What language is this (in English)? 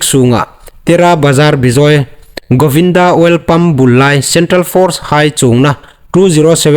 Hmar